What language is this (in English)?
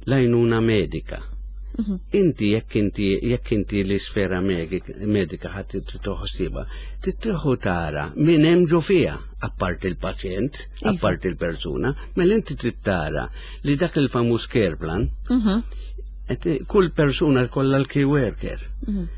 Maltese